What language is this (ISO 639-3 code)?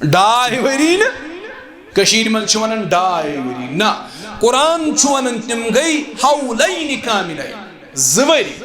kas